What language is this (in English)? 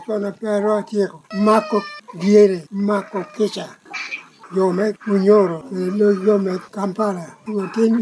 Lango (Uganda)